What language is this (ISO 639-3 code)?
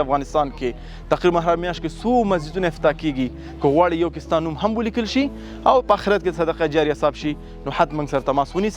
pus